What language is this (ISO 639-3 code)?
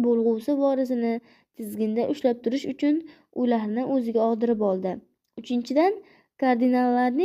uzb